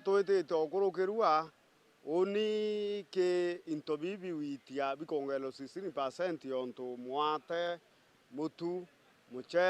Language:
Meru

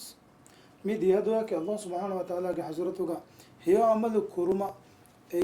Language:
Divehi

